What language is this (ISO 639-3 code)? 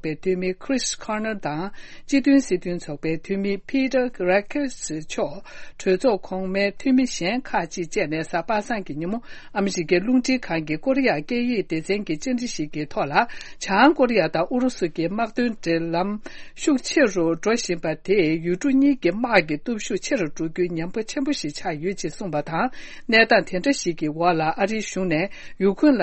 bod